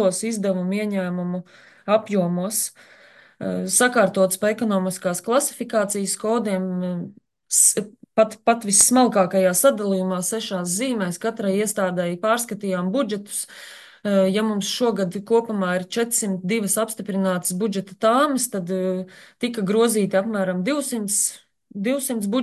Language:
Latvian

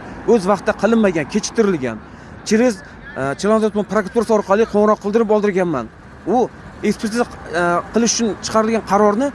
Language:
Uzbek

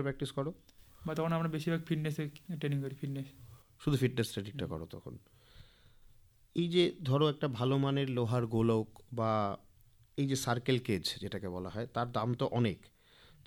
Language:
Bangla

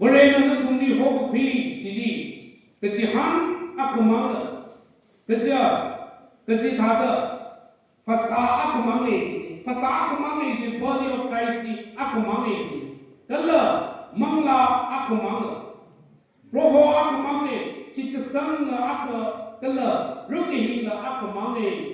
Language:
Tangkhul Naga (India)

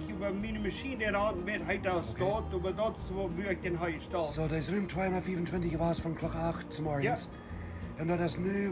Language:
Plautdietsch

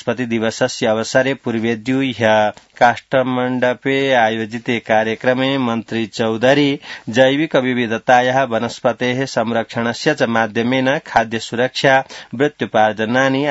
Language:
Sanskrit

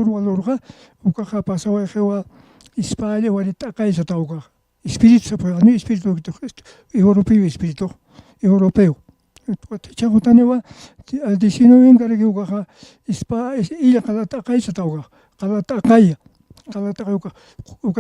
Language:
Aymara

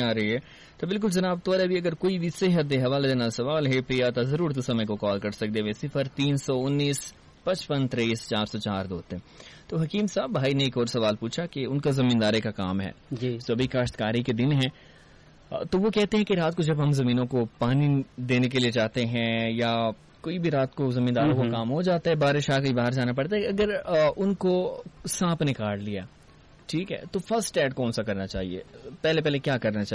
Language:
Urdu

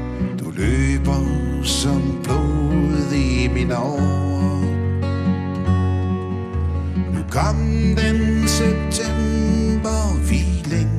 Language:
Danish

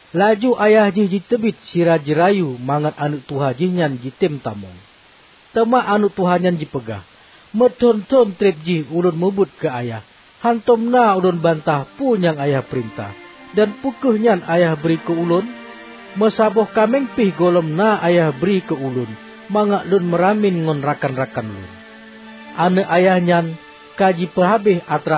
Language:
Achinese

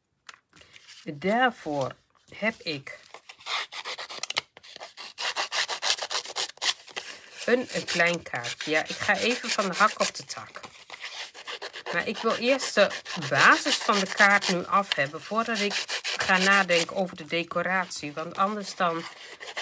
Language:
Dutch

